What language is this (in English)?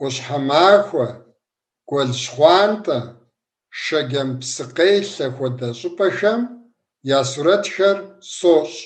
Kabardian